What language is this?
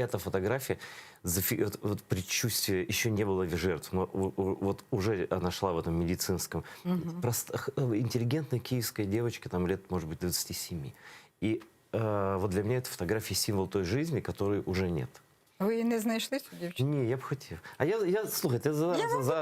Crimean Tatar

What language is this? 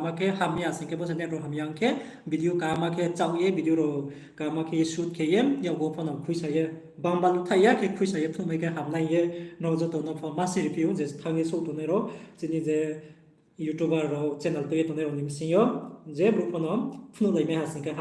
Riang (India)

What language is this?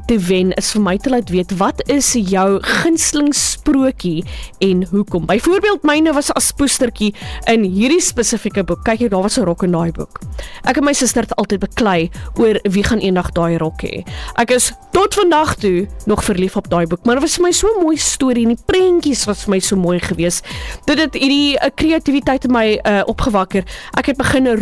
Afrikaans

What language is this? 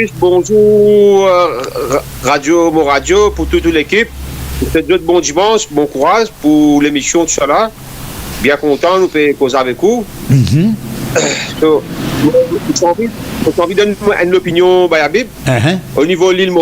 Morisyen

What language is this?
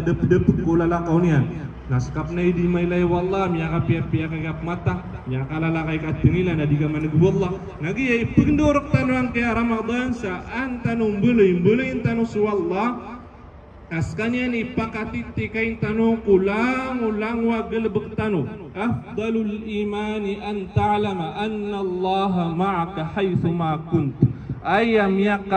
Maranao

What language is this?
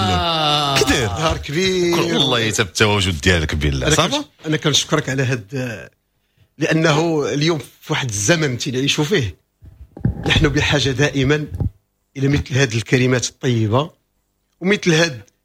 Moroccan Arabic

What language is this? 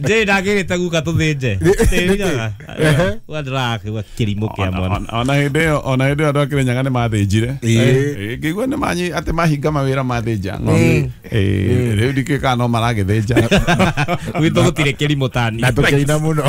Kikuyu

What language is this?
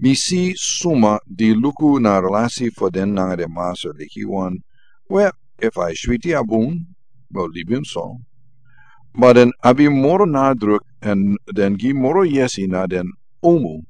Sranan Tongo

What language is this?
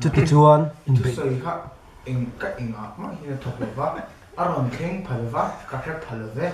Mizo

